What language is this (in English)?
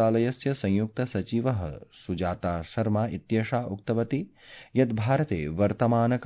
Sanskrit